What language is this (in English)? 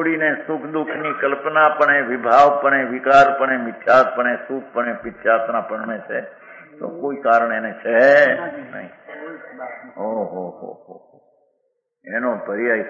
Gujarati